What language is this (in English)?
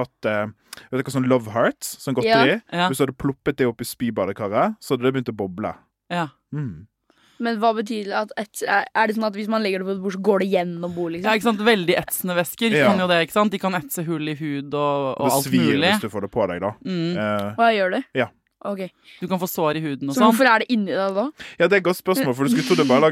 Norwegian